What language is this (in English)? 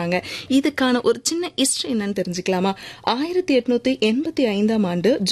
Tamil